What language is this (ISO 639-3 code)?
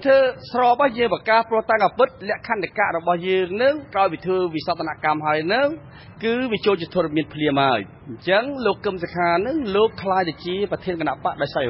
khm